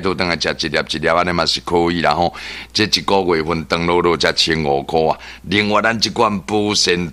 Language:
Min Nan Chinese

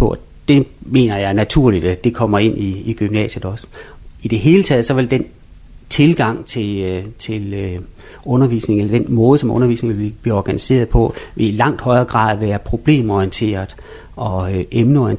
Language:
Danish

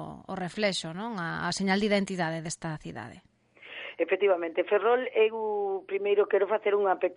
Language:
Galician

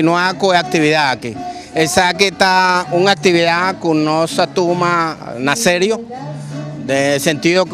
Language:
Papiamento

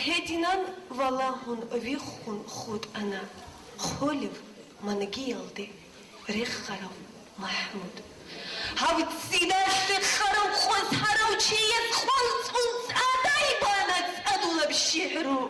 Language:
Avaric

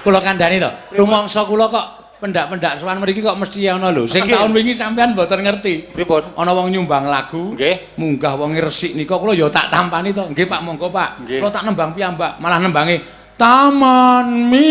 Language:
Javanese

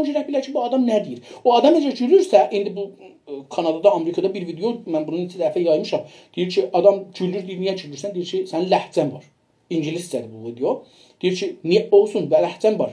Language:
South Azerbaijani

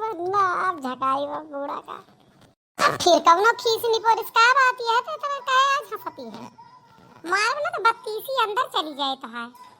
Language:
Awadhi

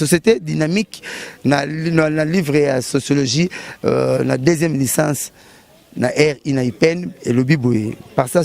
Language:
Lingala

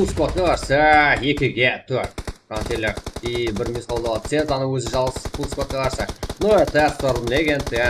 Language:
Kara-Kalpak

